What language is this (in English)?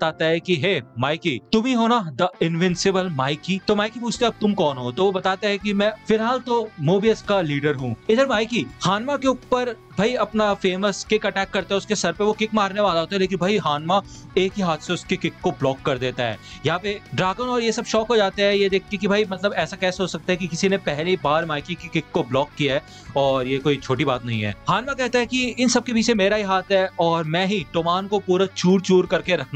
Hindi